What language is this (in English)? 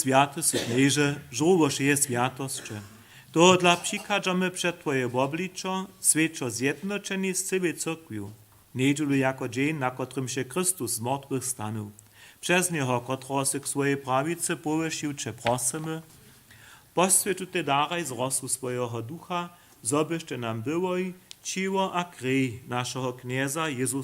Upper Sorbian